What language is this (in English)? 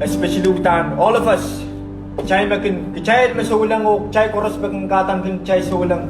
Pohnpeian